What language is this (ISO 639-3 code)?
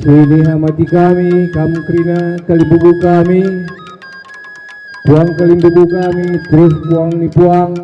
btx